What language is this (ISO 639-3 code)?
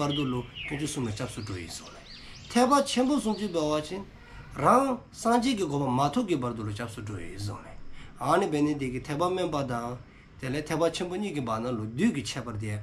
dzo